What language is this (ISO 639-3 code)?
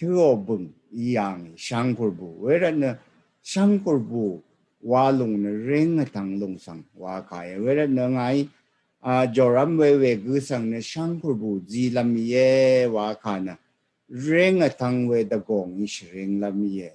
raw